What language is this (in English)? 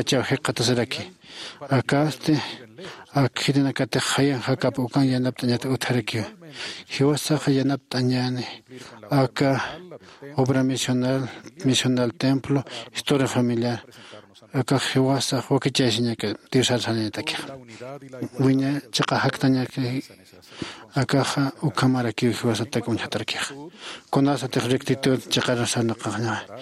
Aymara